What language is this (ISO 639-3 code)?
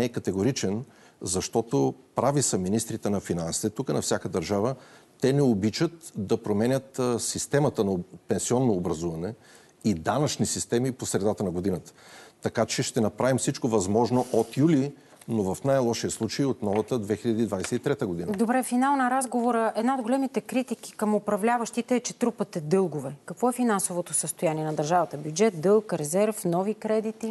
bul